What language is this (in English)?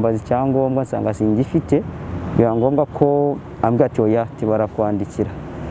Kinyarwanda